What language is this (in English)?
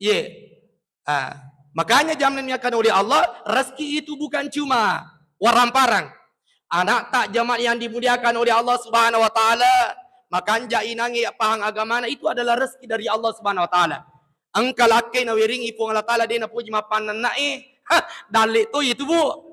Buginese